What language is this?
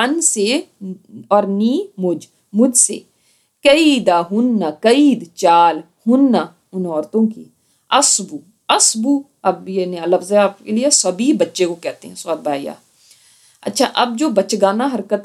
Urdu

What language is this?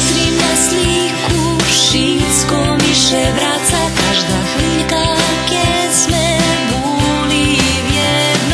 Rusyn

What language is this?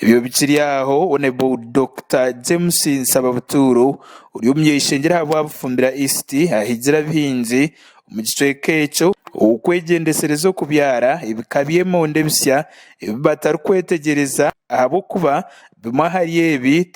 Nyankole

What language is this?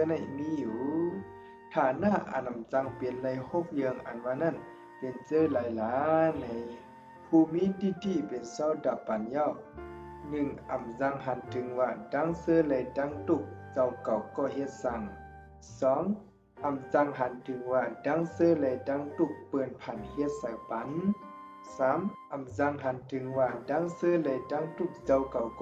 Shan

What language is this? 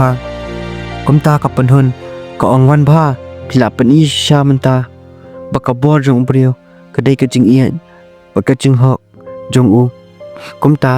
Khasi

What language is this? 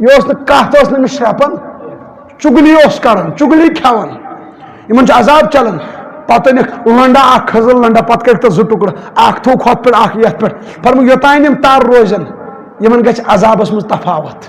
Kashmiri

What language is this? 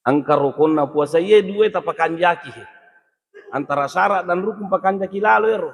Buginese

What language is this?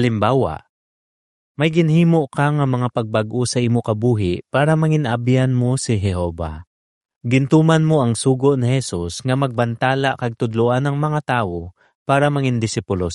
Hiligaynon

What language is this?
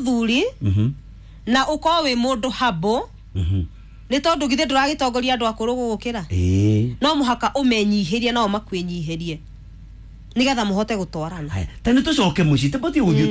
Kikuyu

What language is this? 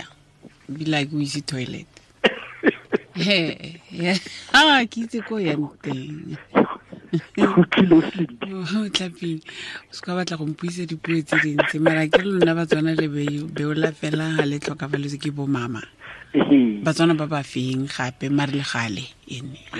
Tswana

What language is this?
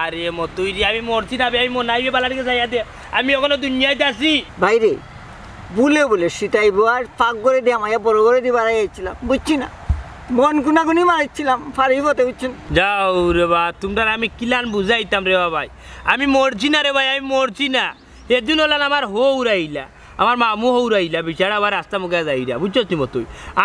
Sylheti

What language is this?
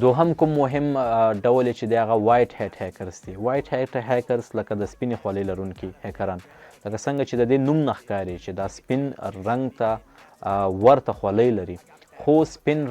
Pashto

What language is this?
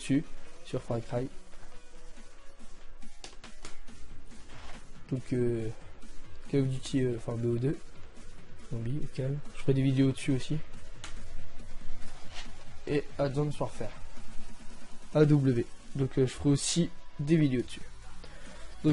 French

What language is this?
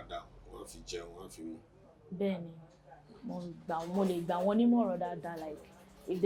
Yoruba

